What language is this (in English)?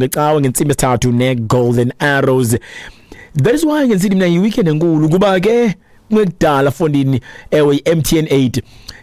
Xhosa